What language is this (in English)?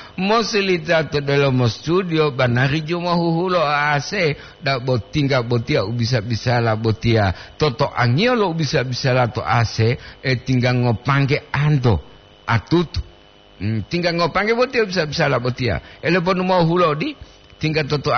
Gorontalo